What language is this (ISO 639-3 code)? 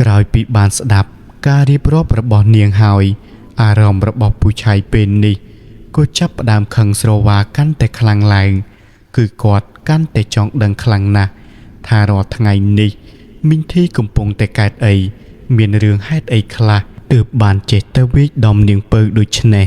khm